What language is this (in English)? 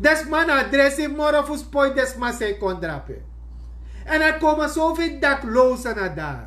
Sranan Tongo